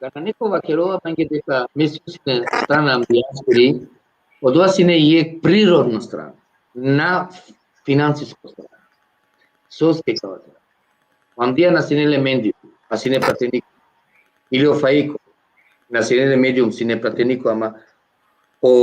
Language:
Balkan Romani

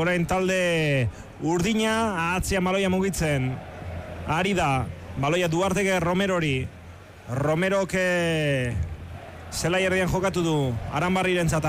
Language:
Basque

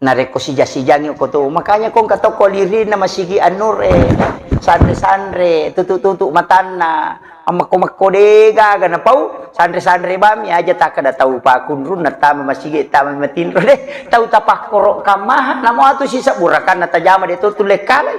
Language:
Buginese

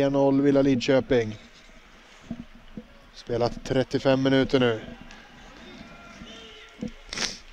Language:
Swedish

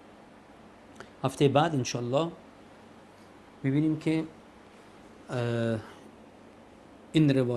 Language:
Persian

